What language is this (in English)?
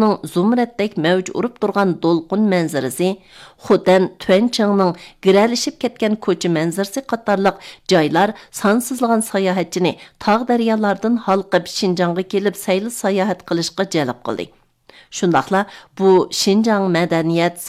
Uyghur